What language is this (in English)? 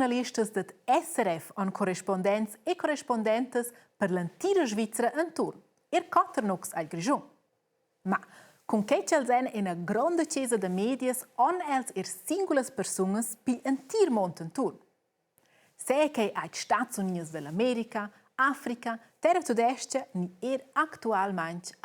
Romansh